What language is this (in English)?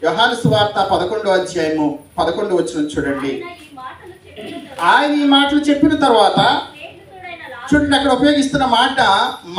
Telugu